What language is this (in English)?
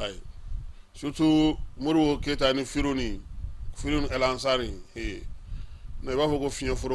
Bambara